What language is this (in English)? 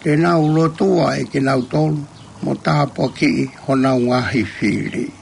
Tongan